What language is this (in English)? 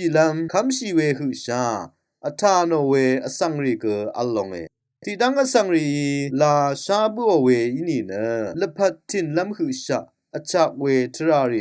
Rawang